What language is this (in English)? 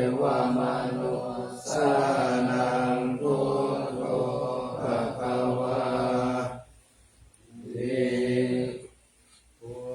Pali